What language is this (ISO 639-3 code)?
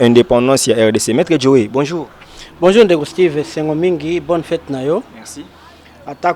lin